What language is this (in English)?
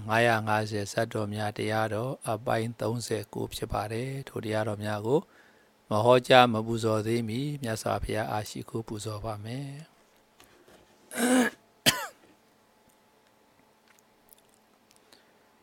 Burmese